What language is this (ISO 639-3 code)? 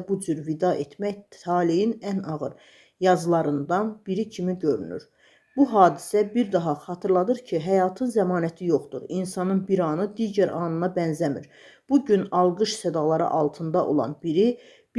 aze